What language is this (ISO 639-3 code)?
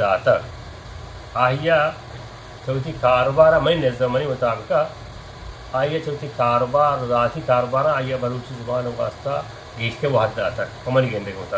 bgp